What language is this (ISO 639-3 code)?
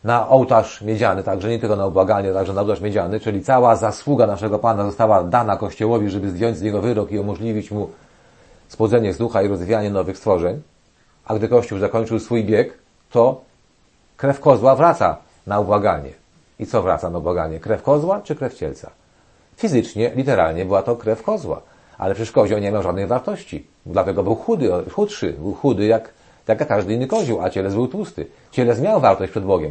pol